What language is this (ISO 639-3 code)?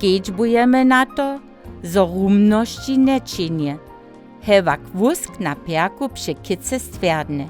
hsb